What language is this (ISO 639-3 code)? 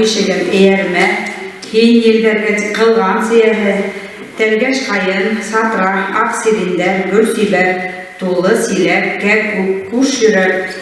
bak